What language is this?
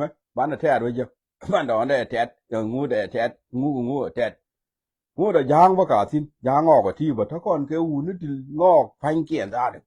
Nuer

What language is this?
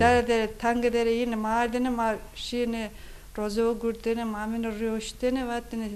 Zaza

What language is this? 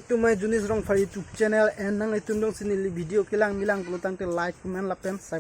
Karbi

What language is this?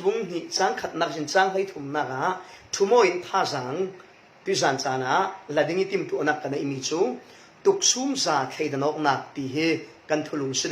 Falam Chin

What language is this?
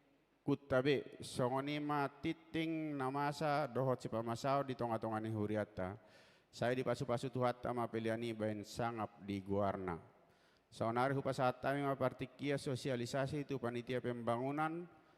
Batak Toba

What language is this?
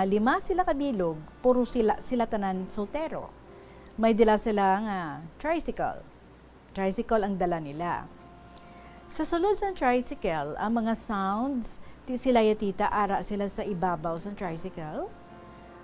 Hiligaynon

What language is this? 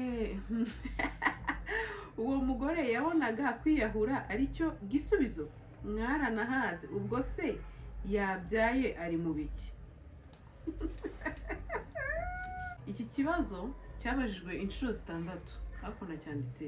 Kinyarwanda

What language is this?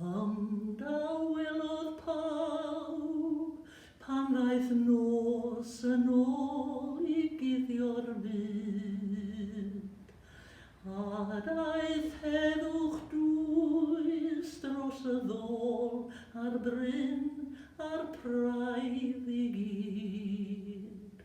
Welsh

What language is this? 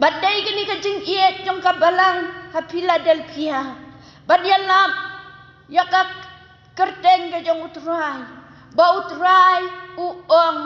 Khasi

